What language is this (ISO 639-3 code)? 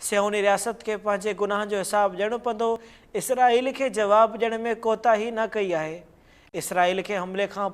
snd